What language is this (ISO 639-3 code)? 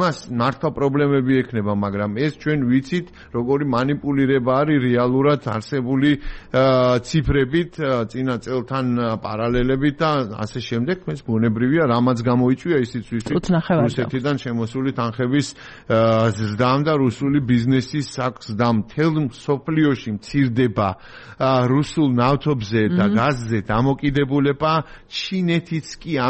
kat